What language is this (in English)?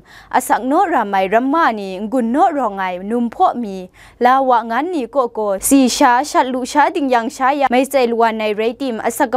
Kachin